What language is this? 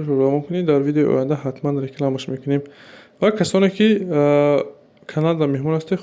Tajik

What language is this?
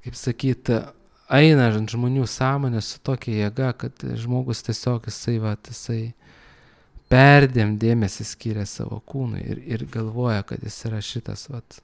Lithuanian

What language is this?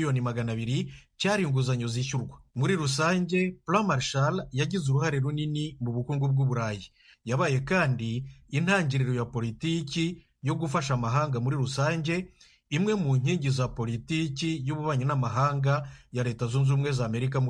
Kinyarwanda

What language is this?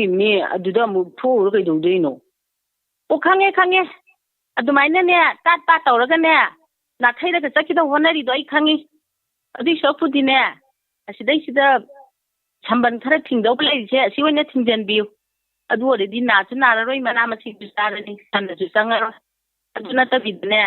Manipuri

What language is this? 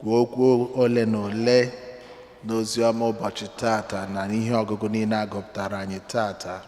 Igbo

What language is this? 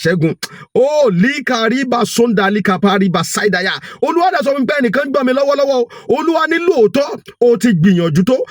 Yoruba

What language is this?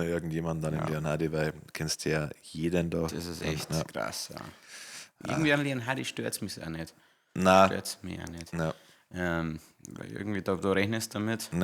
Bavarian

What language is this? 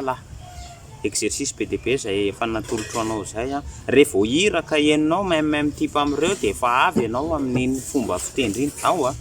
Malagasy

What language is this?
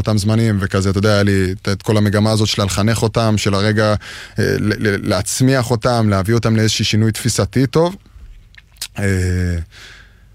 Hebrew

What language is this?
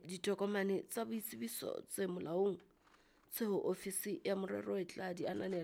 Southern Sotho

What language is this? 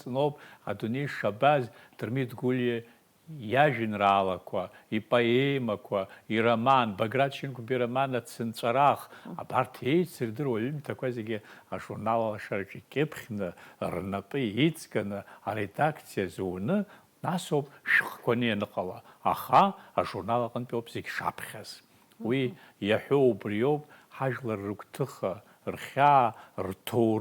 Abkhazian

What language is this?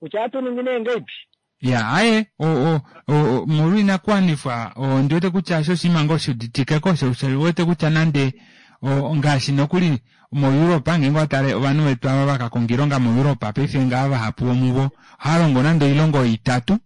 Kuanyama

